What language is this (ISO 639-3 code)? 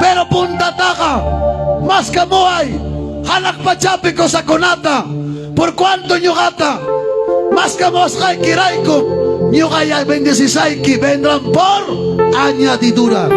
quy